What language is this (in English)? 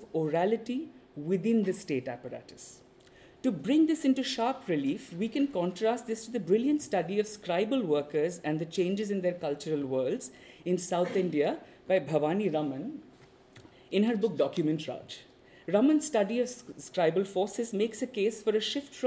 English